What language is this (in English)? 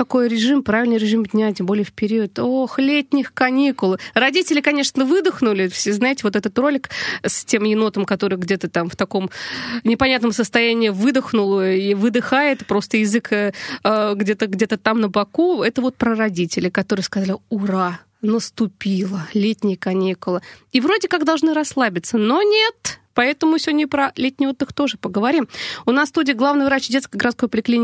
Russian